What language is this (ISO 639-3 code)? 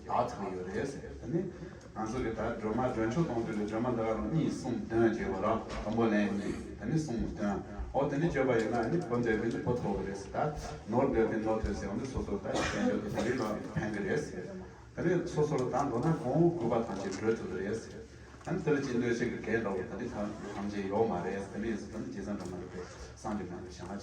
bod